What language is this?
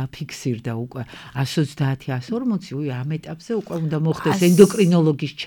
Georgian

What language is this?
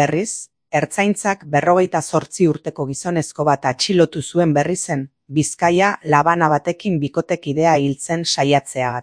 Basque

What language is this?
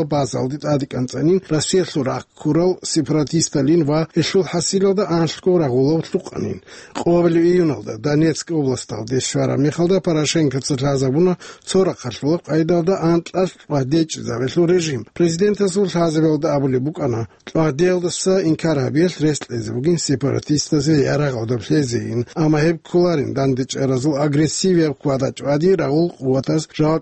Avaric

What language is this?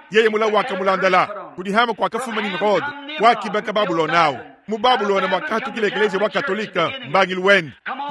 Luba-Lulua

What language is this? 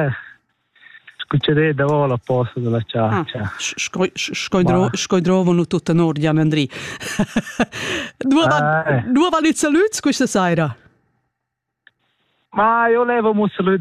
Italian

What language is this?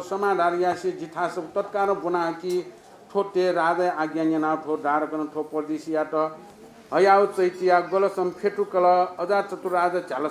Newari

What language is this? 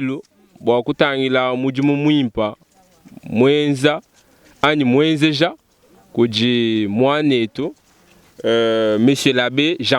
Luba-Lulua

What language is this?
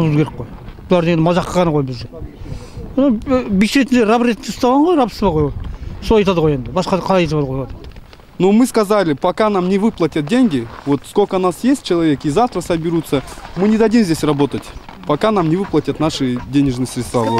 Kazakh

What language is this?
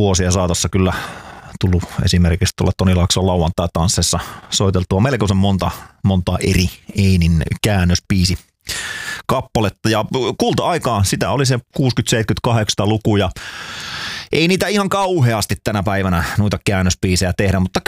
Finnish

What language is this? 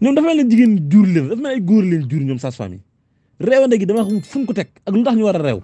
Wolof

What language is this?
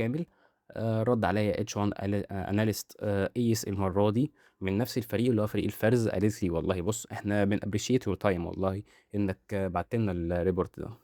Egyptian Arabic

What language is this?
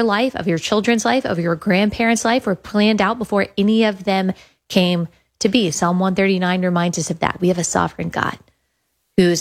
English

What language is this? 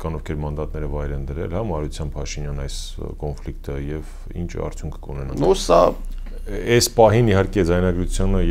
Armenian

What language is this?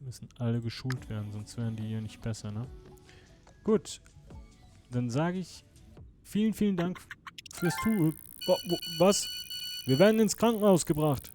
Swiss German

